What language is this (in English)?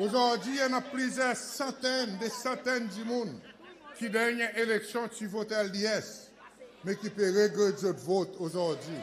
Seselwa Creole French